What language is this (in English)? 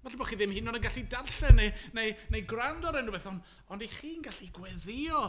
Welsh